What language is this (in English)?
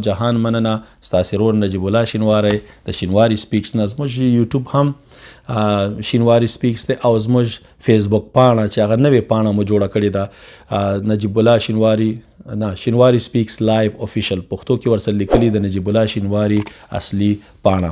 Pashto